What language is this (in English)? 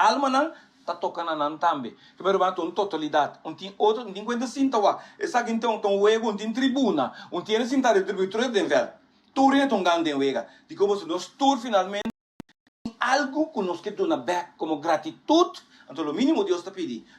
Papiamento